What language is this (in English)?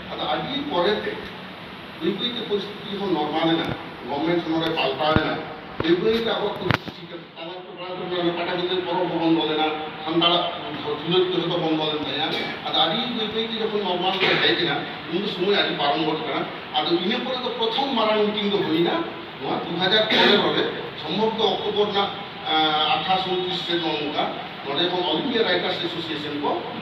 Santali